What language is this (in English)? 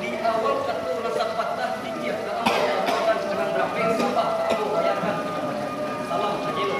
Minangkabau